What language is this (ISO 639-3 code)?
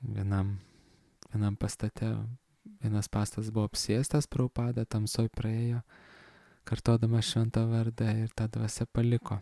lit